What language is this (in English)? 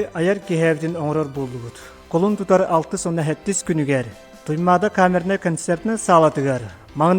Yakut